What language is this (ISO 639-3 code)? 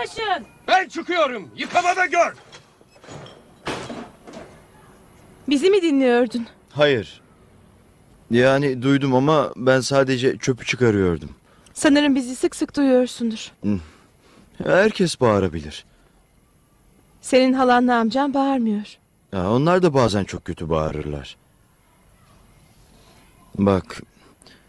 tur